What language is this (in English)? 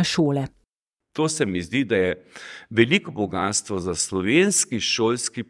Slovenian